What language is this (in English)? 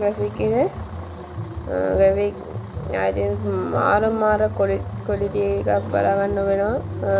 Sinhala